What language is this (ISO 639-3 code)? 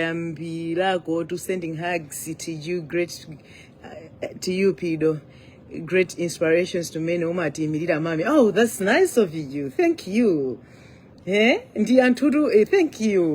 nya